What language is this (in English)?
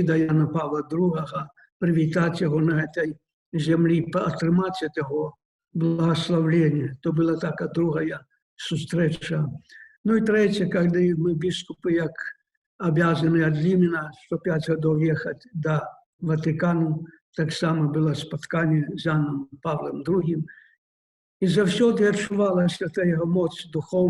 Belarusian